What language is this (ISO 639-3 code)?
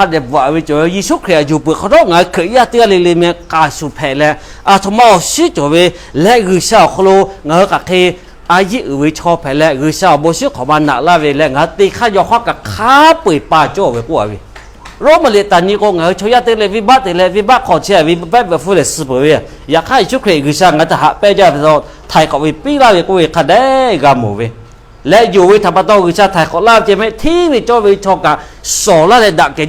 lhu